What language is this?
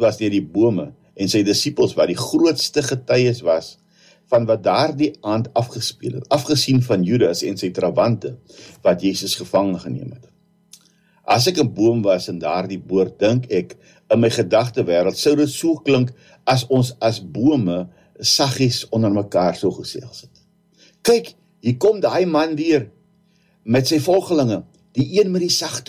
Afrikaans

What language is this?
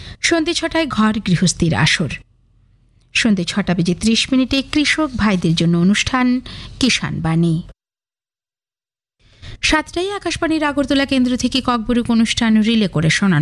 Bangla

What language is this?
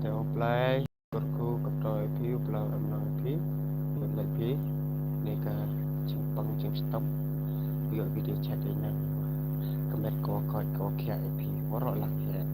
Khasi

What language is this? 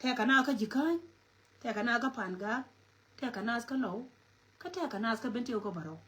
Nuer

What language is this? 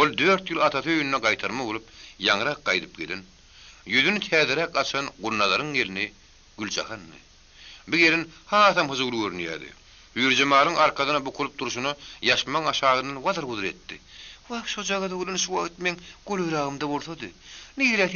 Turkmen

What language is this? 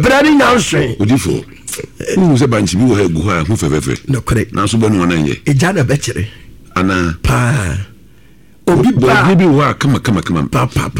Akan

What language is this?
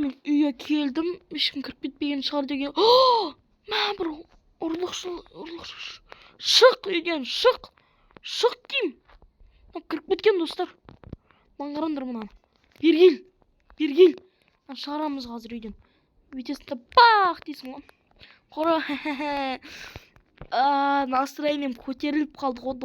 Kazakh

